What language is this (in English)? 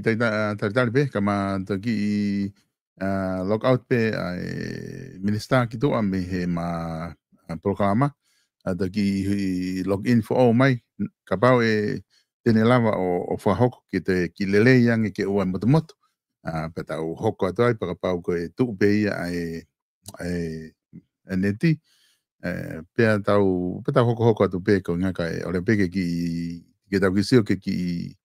Tongan